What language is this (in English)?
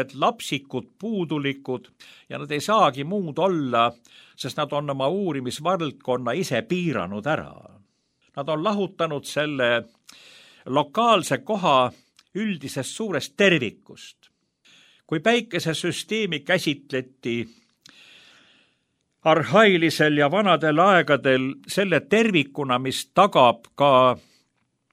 Estonian